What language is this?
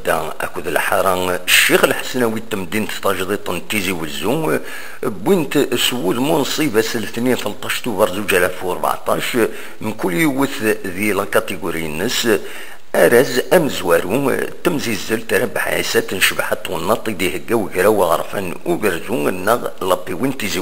Kabyle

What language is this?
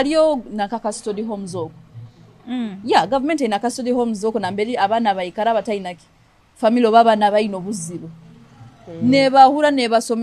Nyoro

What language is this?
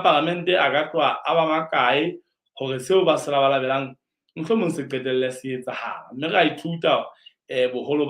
Southern Sotho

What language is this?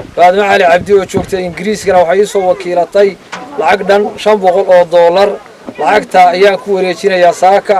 Somali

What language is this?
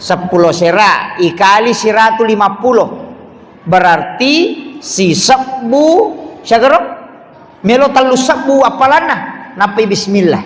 Buginese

